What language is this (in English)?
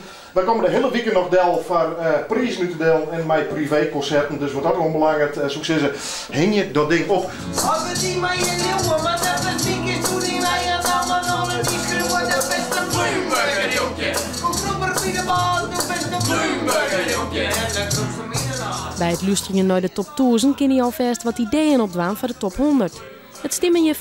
Western Frisian